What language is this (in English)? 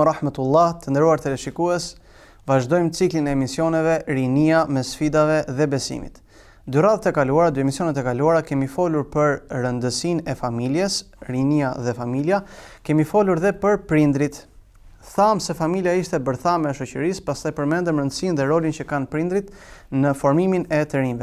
Albanian